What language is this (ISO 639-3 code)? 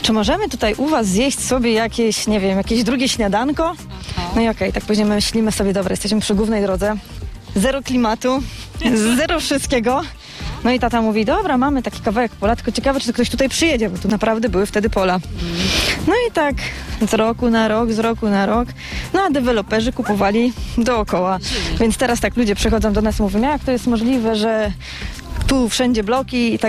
pol